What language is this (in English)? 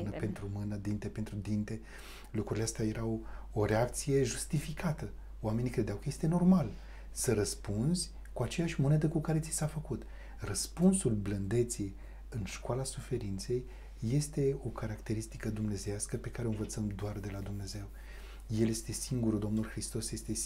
Romanian